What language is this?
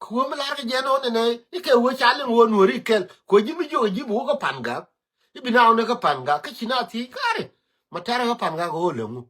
Nuer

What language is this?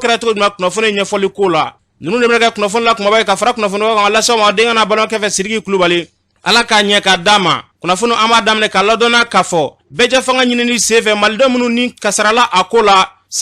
Bambara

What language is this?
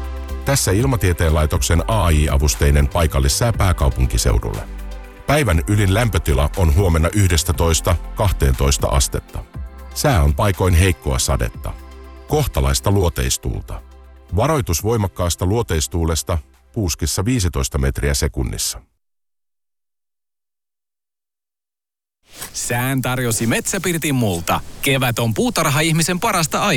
Finnish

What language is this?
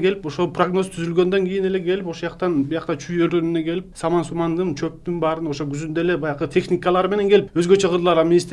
Kyrgyz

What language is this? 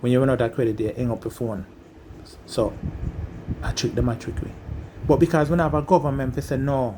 Jamaican Creole English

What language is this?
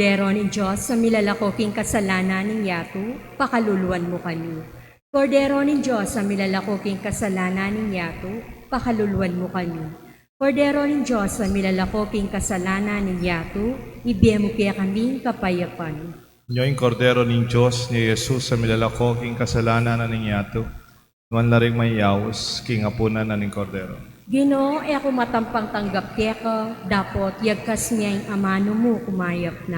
Pampanga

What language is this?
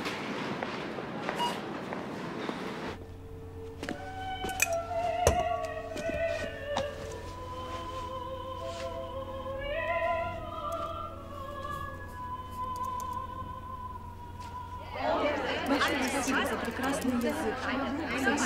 Russian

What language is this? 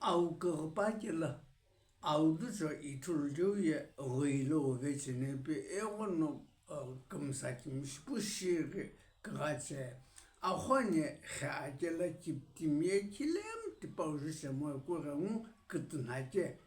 Sumi Naga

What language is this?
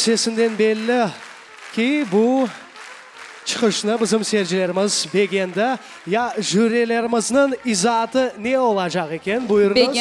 Crimean Tatar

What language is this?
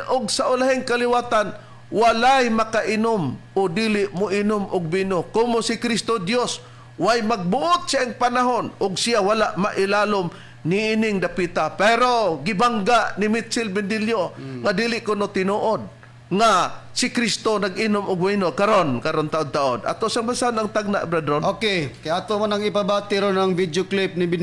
Cebuano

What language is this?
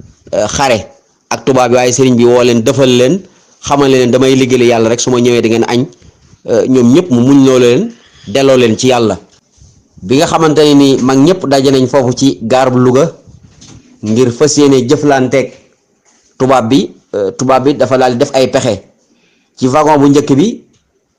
Wolof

